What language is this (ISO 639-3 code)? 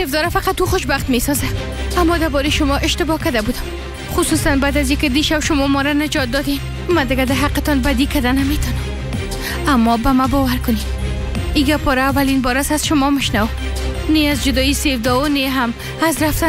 fas